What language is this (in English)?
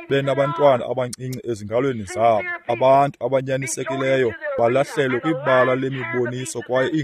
Xhosa